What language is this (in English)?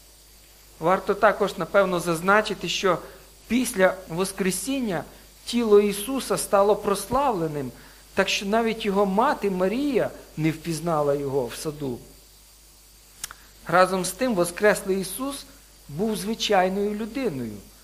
Ukrainian